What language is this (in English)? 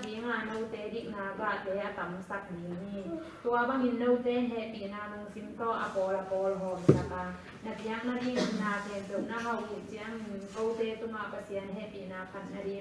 Tedim Chin